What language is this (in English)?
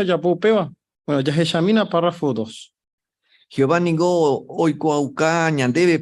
Guarani